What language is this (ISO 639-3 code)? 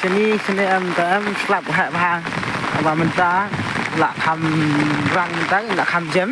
kha